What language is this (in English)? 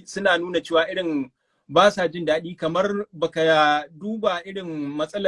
Hausa